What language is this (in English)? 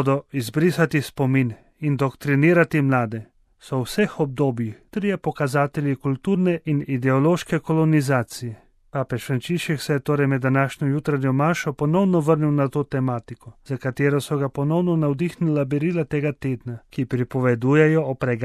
Slovenian